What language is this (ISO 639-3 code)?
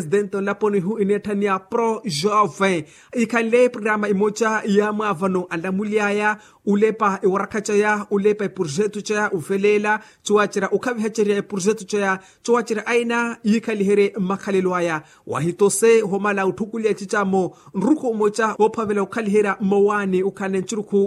vmw